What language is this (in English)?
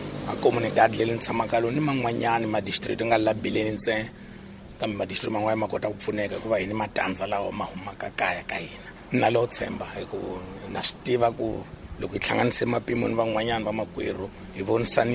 Tsonga